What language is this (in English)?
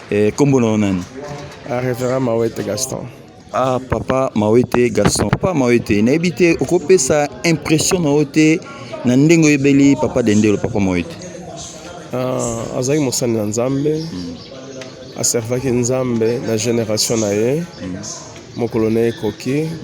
Lingala